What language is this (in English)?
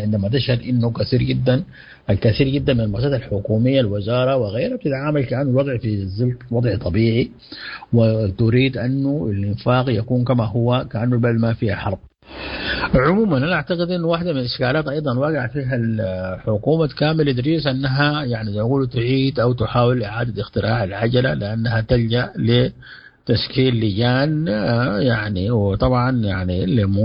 Sudanese Arabic